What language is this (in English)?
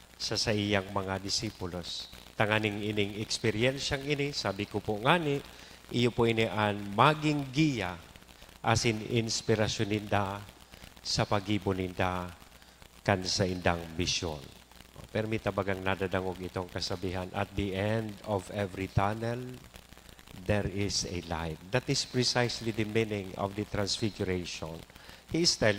Bikol